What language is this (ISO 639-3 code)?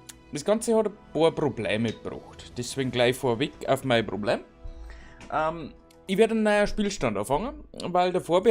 bar